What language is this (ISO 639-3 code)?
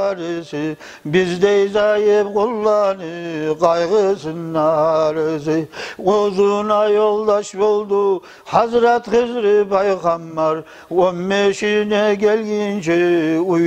kum